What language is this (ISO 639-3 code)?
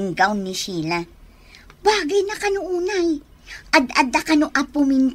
ilo